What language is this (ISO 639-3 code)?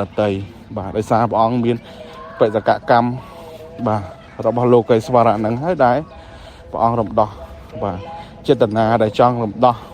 khm